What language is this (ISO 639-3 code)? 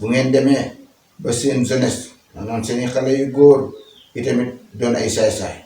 wol